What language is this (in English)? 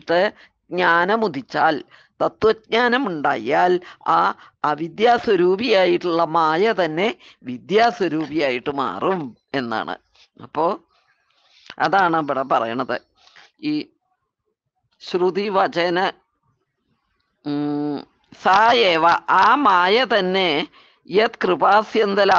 Malayalam